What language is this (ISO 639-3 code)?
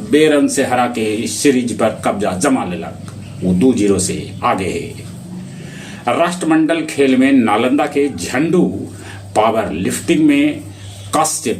mag